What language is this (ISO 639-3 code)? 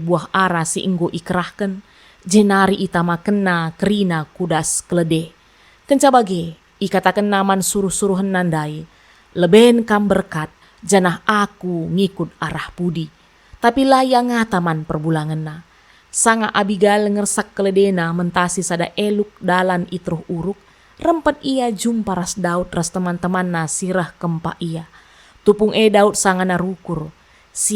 btx